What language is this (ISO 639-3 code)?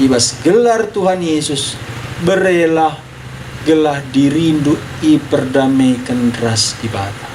btx